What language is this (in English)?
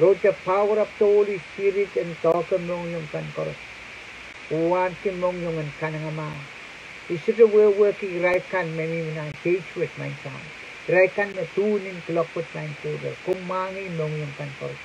Pohnpeian